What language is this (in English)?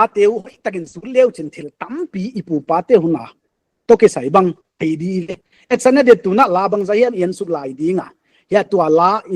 Paite Chin